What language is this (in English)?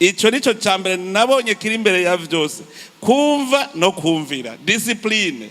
Rundi